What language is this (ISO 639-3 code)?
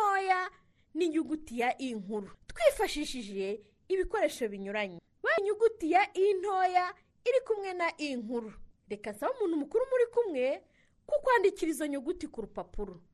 kin